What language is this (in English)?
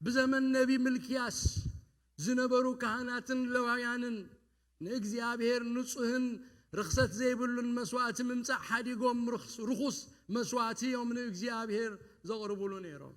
Tigrinya